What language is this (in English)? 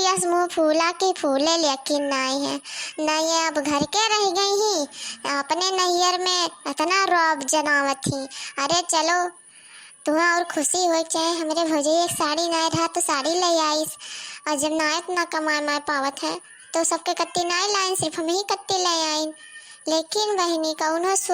Awadhi